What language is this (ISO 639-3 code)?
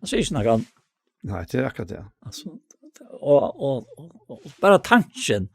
fao